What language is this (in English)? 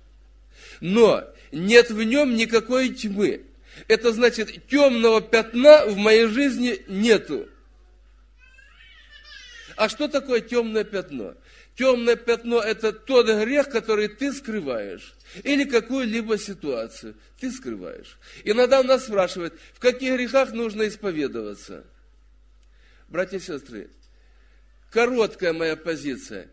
Russian